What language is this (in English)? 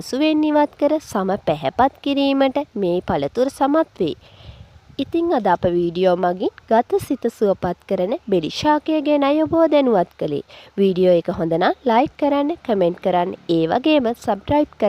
Sinhala